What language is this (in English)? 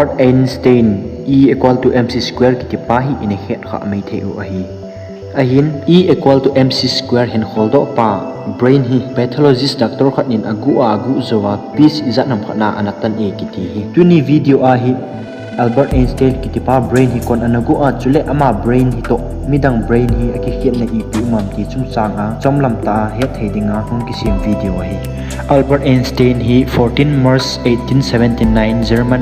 Thado Chin